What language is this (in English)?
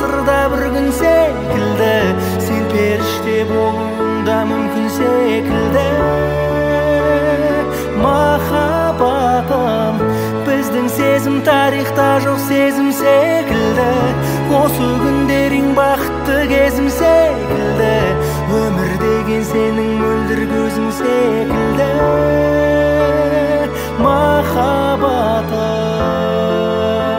Kazakh